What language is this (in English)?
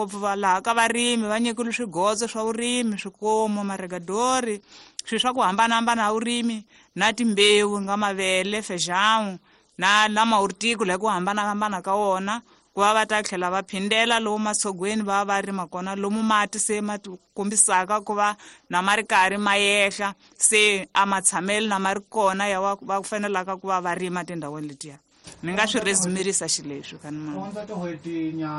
Tsonga